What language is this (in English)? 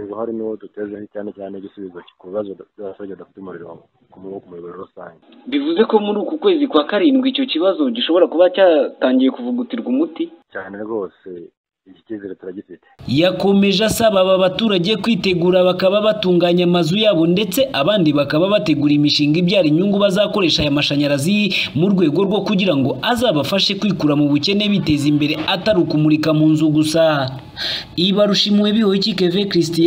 Kinyarwanda